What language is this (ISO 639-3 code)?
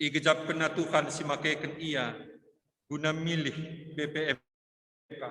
btx